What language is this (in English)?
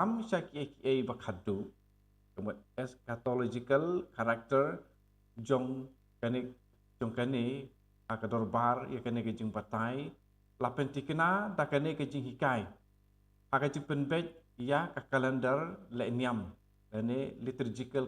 Khasi